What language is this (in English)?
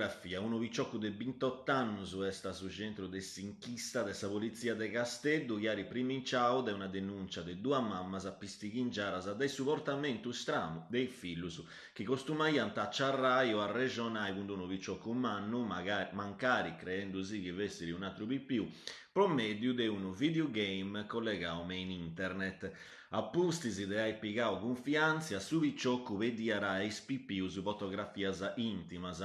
Sardinian